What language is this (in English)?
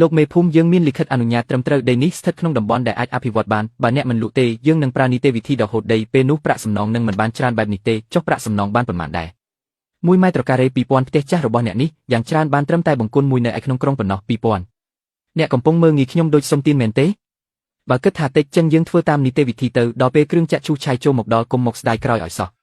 Khmer